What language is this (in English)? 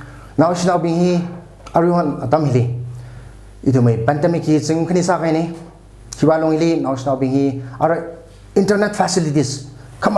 Tangkhul Naga (India)